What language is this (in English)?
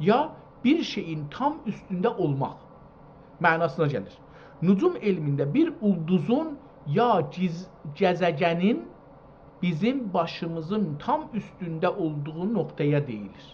South Azerbaijani